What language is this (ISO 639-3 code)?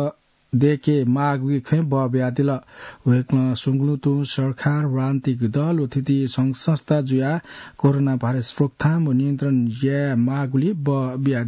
new